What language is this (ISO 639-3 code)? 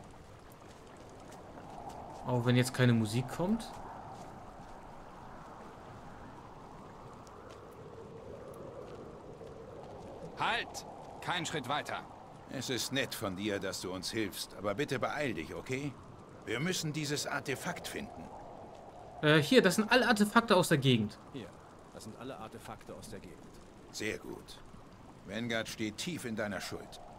deu